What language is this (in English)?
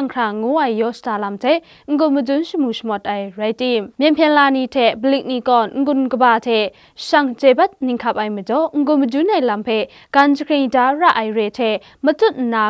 Kachin